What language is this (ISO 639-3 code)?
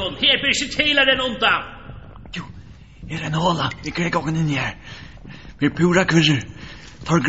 fao